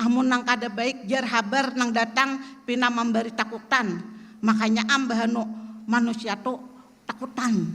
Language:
Banjar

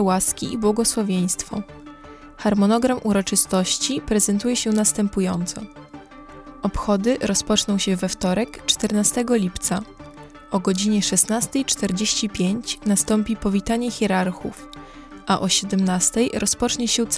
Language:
Polish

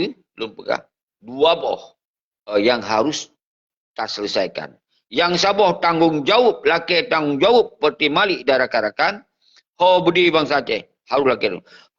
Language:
Achinese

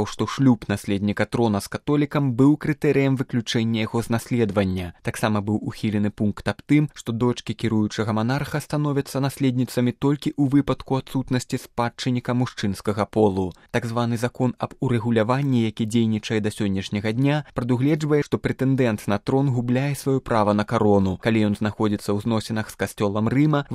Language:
Belarusian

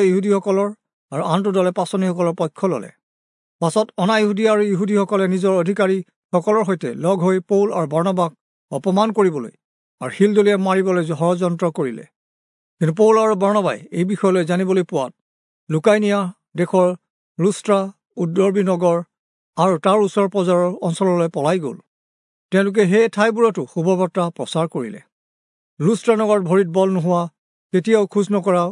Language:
Assamese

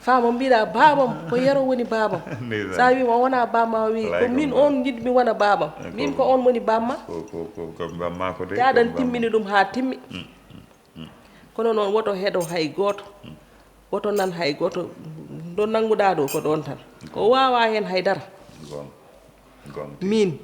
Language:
Fula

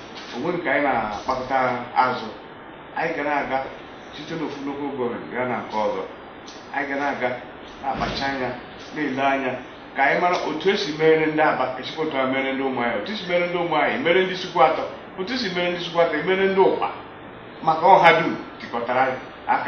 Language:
Igbo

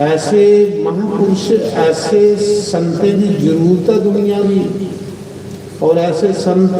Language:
Dogri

